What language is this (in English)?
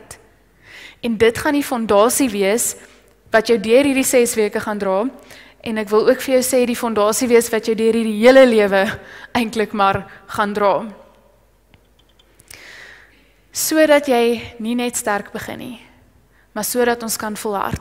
Afrikaans